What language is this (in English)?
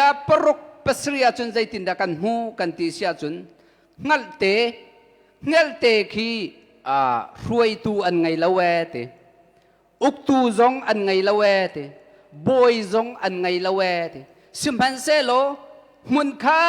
Hakha Chin